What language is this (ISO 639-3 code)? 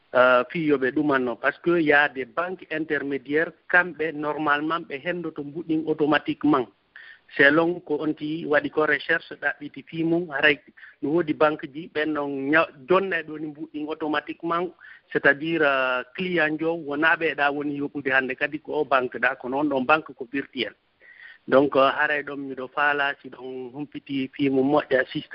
ful